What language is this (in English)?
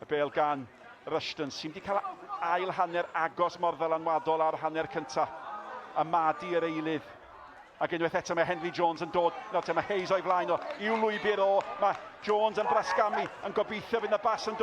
Welsh